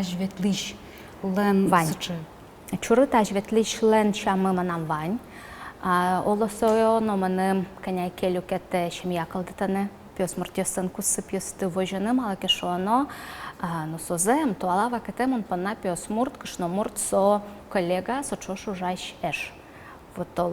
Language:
Udmurt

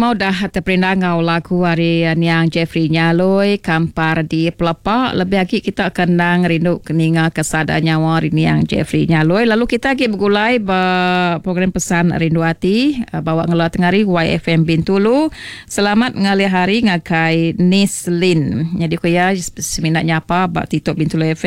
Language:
Iban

